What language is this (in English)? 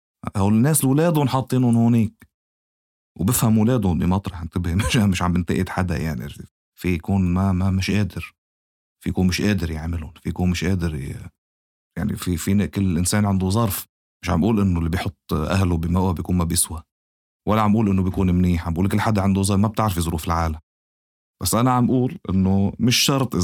North Levantine Arabic